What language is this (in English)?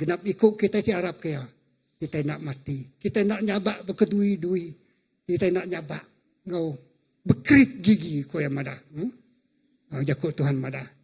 Iban